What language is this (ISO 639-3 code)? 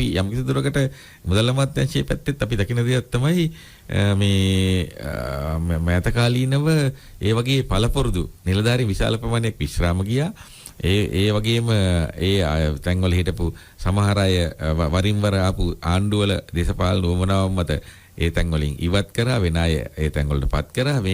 sin